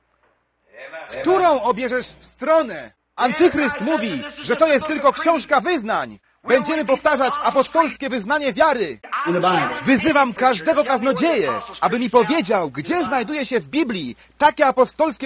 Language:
Polish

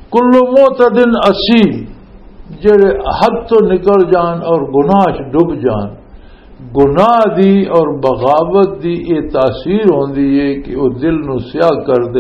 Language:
Western Panjabi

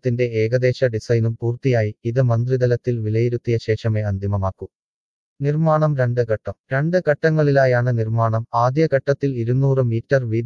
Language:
Malayalam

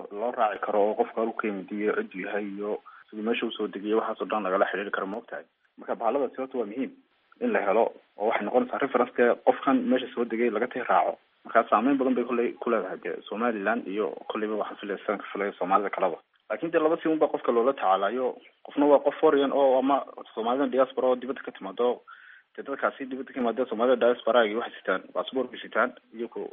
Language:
Somali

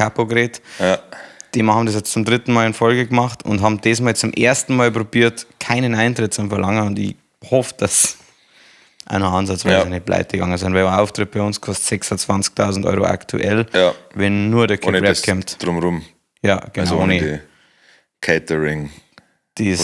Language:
Bavarian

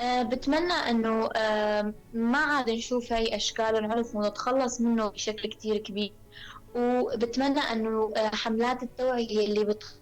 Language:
North Levantine Arabic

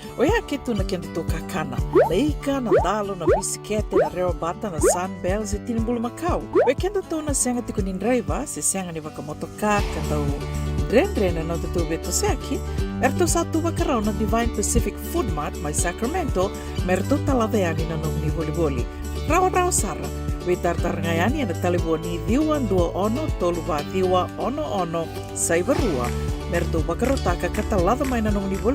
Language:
Fijian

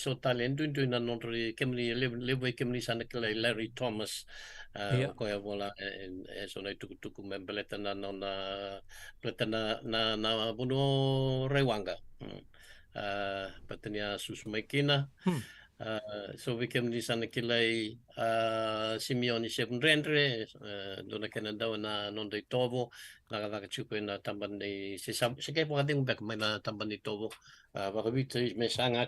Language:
Fijian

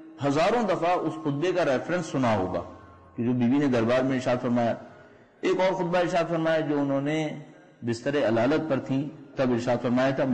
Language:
Urdu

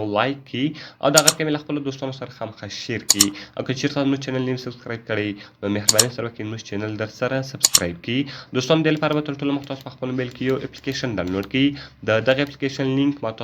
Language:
Pashto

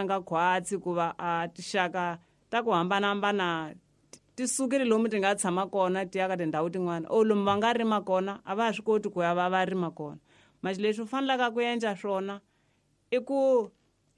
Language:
Tsonga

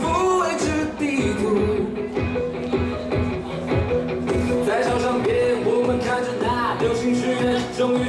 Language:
Chinese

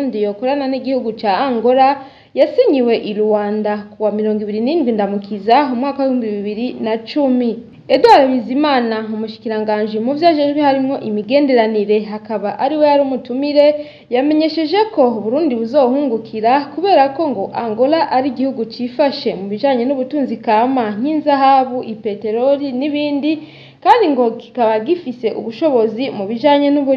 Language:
Rundi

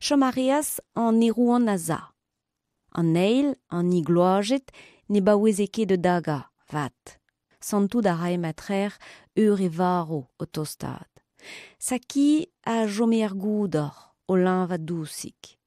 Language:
Breton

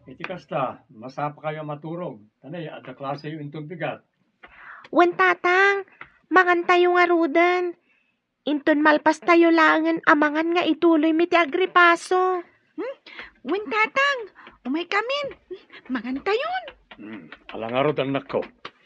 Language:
Iloko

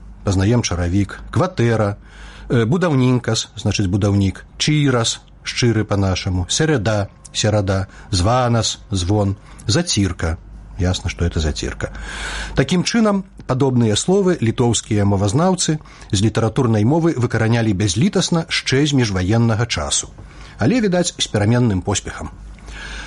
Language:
Belarusian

